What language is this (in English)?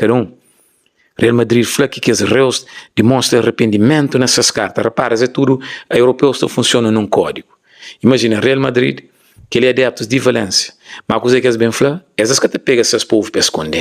Kabuverdianu